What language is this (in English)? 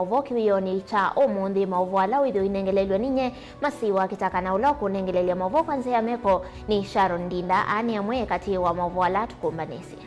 Kamba